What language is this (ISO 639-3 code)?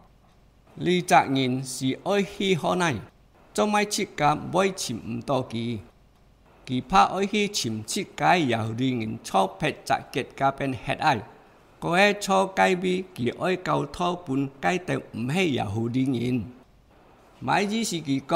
hak